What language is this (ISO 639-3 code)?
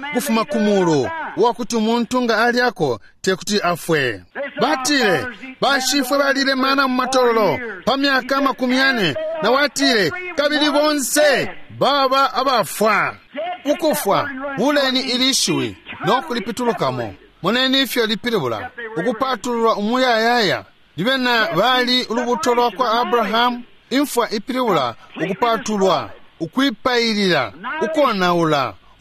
bem